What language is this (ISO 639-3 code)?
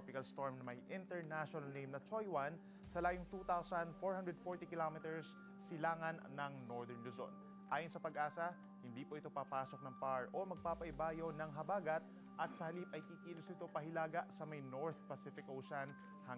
fil